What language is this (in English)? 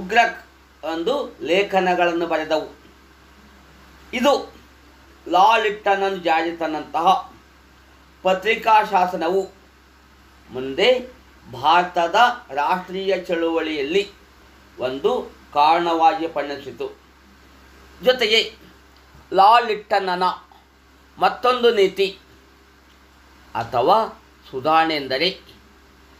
Kannada